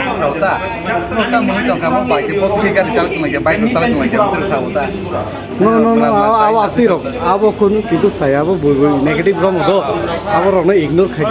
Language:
Kok Borok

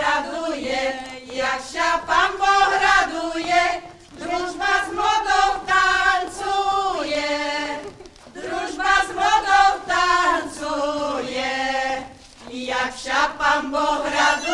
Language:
Rusyn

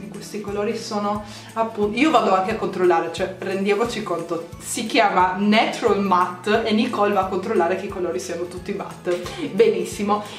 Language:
Italian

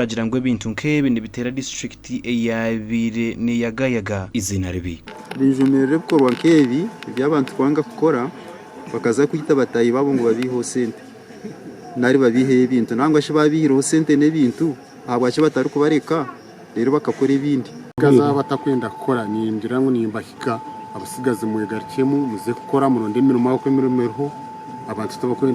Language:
Nyankole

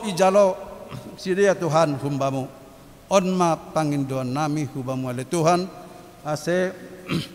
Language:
Batak Simalungun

